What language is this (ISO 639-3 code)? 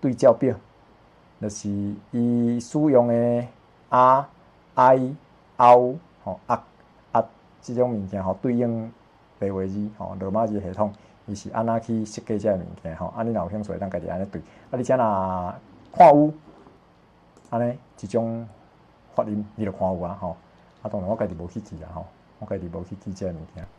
nan